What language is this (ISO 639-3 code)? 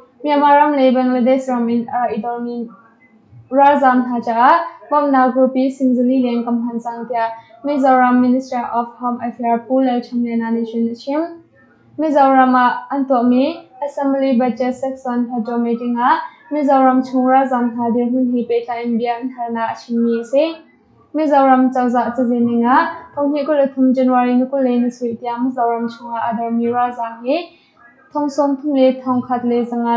cnh